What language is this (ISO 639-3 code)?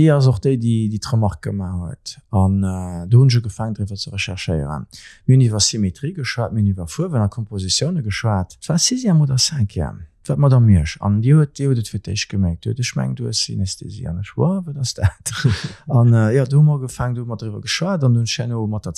ltz